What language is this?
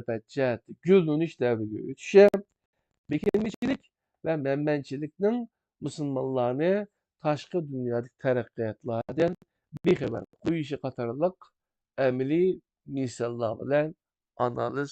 Uyghur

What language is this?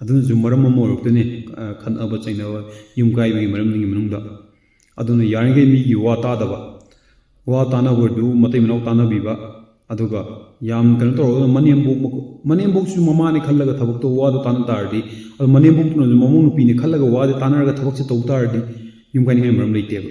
Manipuri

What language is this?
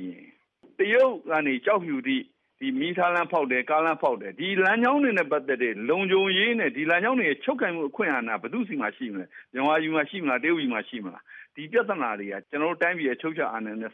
Burmese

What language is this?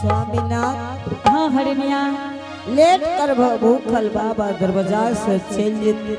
Angika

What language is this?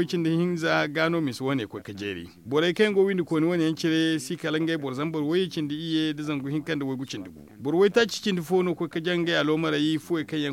Zarma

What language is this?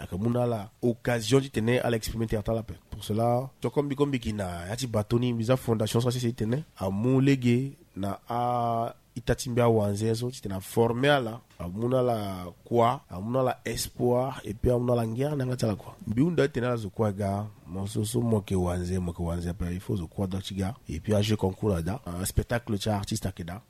Sango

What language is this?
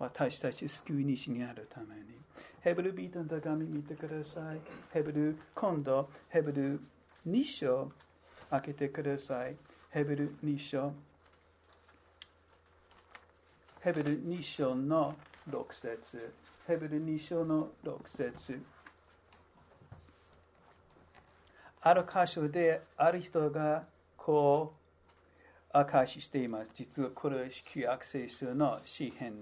Japanese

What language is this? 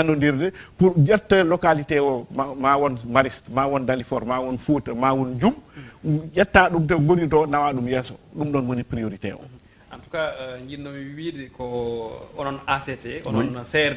Fula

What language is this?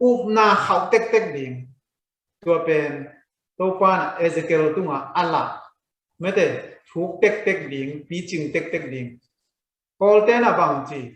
Tedim Chin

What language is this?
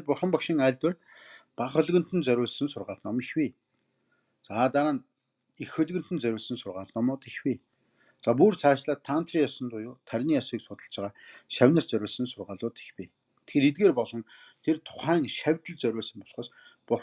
Mongolian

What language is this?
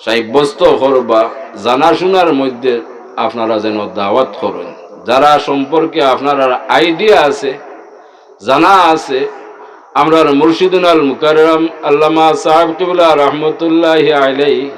Sylheti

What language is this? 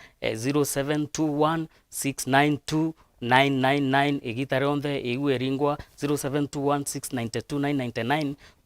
Meru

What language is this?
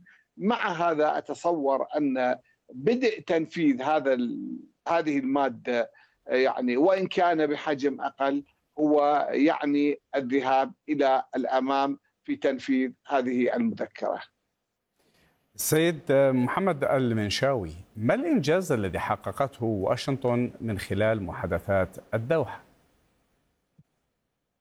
Arabic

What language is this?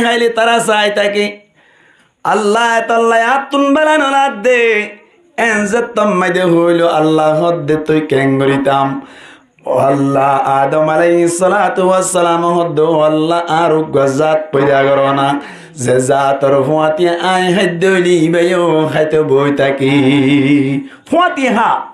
Rohingya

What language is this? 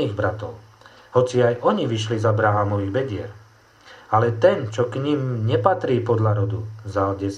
Slovak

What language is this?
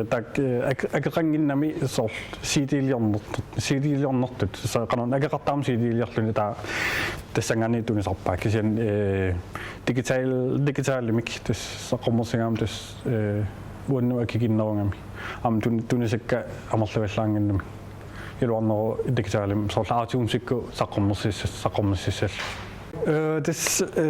Kalaallisut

